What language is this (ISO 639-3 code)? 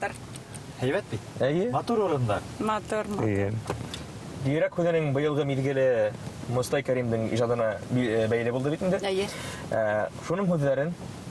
bak